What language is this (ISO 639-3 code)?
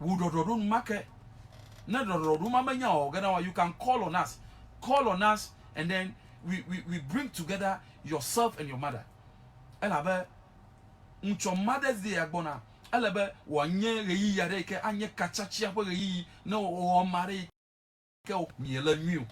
ewe